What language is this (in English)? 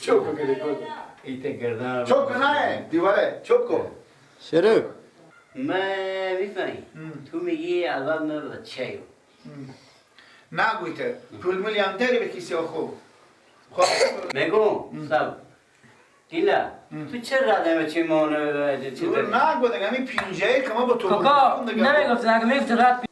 Persian